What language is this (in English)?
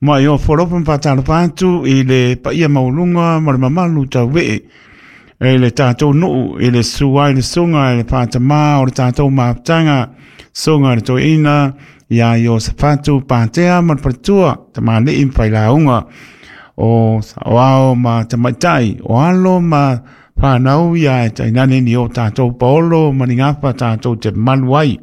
Samoan